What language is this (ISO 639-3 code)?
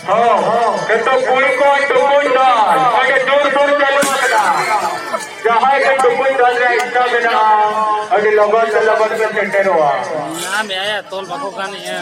sat